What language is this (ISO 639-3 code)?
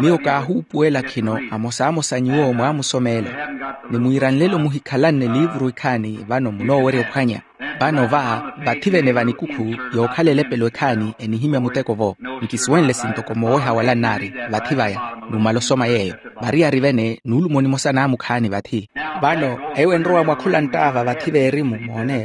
vmw